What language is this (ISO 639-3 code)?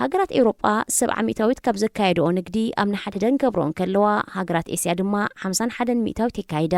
tir